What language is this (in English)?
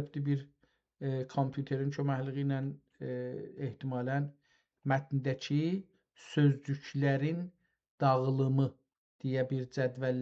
South Azerbaijani